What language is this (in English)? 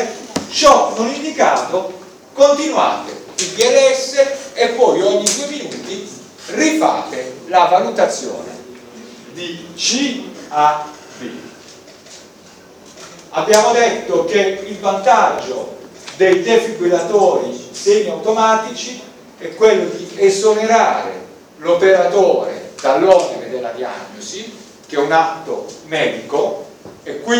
Italian